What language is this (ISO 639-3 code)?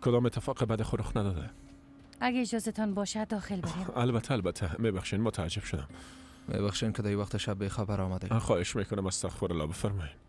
fas